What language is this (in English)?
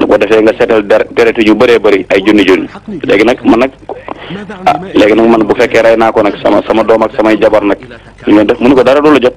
Wolof